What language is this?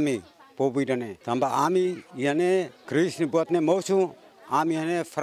Tetum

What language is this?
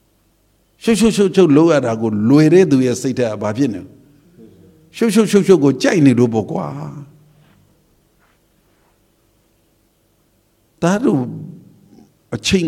Burmese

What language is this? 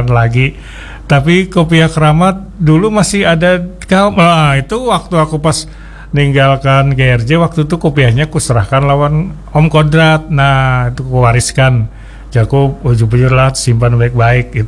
Banjar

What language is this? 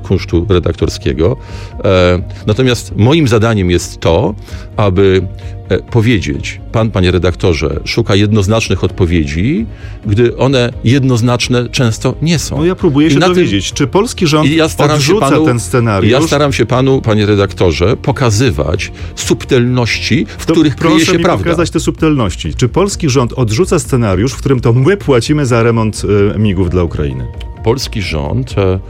Polish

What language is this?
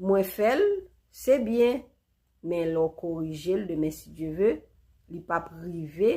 Haitian Creole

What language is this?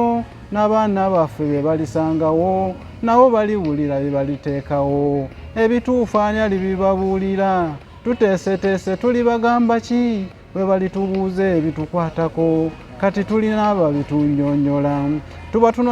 Ganda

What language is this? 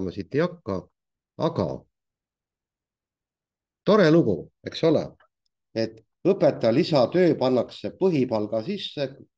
Estonian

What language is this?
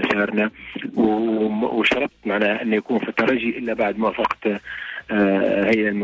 Tunisian Arabic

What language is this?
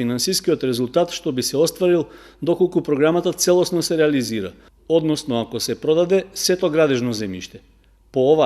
Macedonian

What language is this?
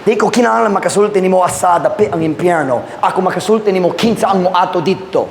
Cebuano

